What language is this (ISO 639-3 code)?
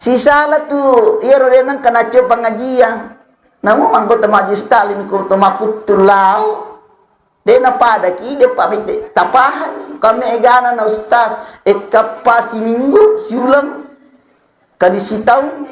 bug